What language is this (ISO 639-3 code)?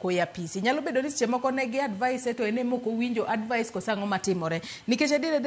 luo